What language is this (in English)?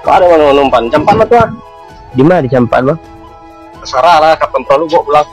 Minangkabau